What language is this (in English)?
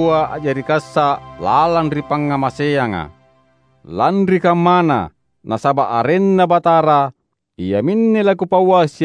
Makasar